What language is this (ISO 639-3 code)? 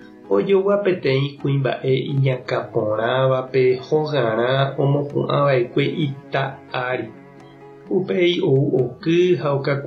grn